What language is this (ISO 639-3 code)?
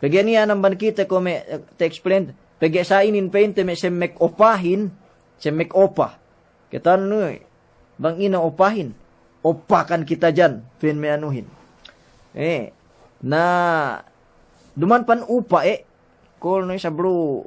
yka